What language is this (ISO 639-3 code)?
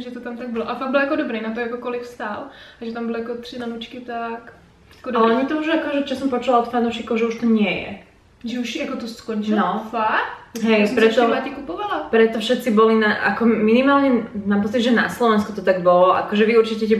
slk